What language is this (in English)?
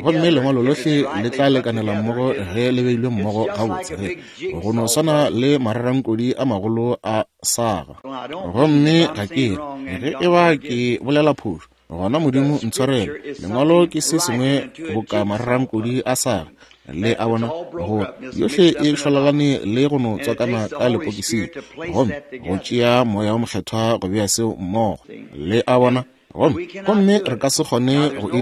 Northern Sotho